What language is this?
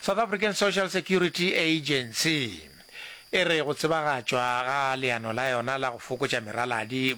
Northern Sotho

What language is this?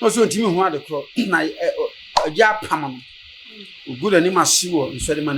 Akan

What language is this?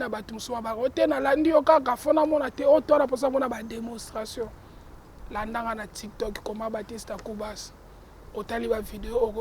Lingala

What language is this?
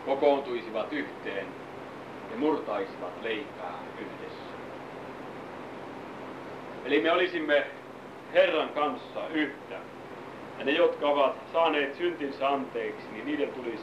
Finnish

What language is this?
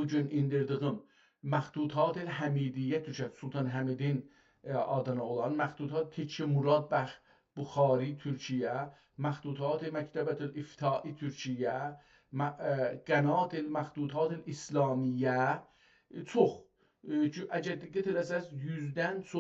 South Azerbaijani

